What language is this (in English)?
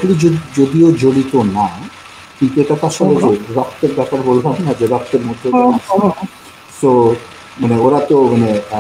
Bangla